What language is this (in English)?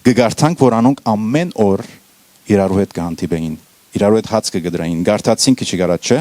Western Armenian